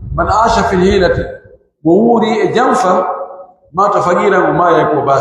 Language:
Pular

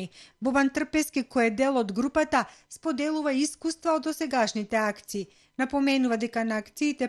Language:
Macedonian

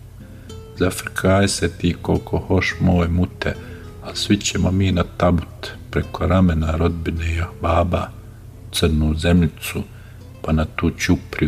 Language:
Bosnian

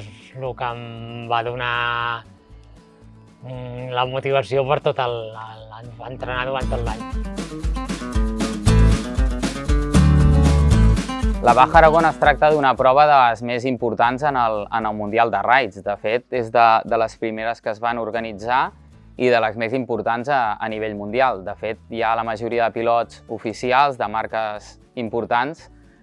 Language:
Catalan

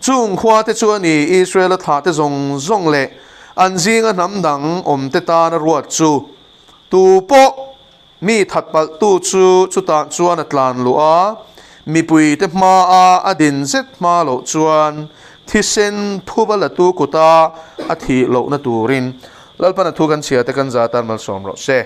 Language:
Mizo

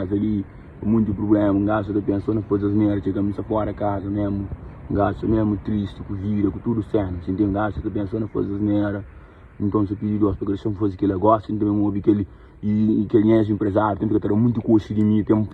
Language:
Kabuverdianu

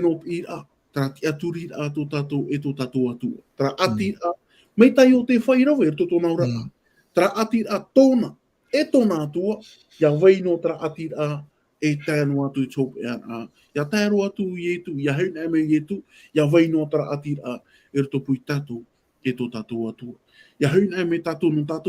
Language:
Tahitian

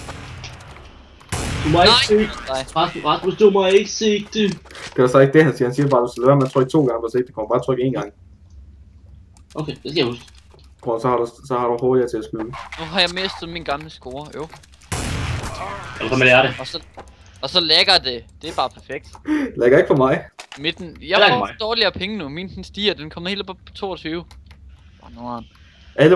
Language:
Danish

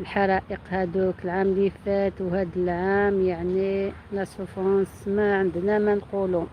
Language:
Algerian Arabic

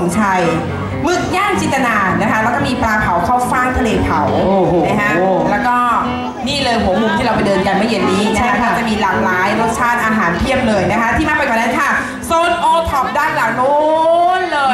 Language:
Thai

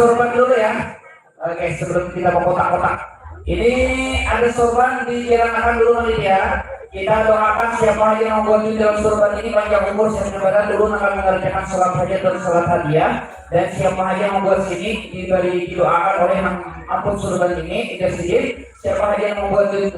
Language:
Banjar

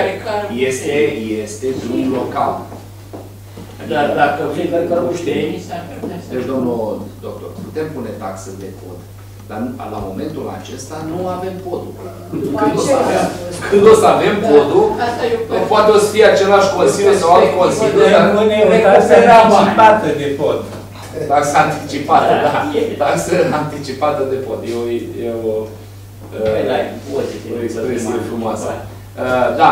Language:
Romanian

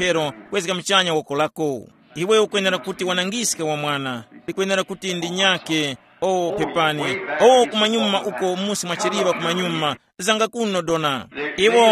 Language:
Tumbuka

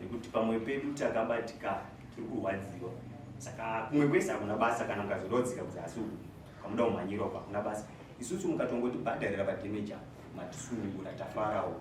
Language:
Shona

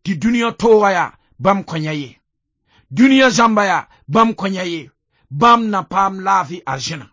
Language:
Mossi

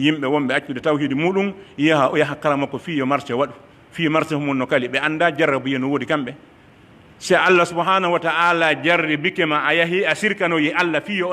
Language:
Pular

